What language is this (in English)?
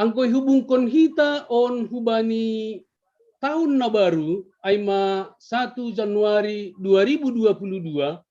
Batak Simalungun